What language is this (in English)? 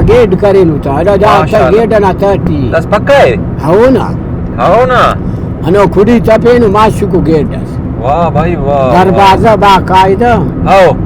Brahui